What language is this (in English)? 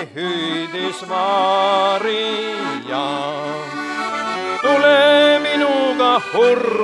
Estonian